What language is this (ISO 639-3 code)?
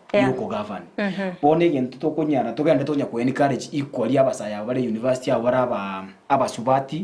guz